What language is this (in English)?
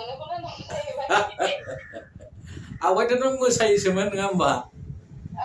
Bodo